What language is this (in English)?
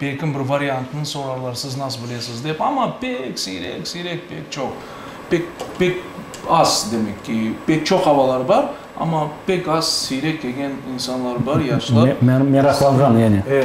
Crimean Tatar